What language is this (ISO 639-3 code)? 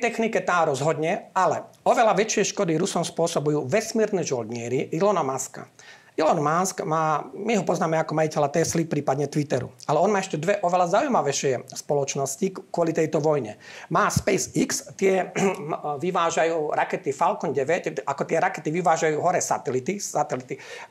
slk